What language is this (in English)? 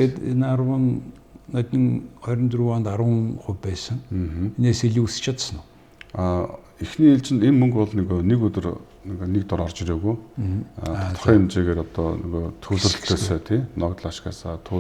Mongolian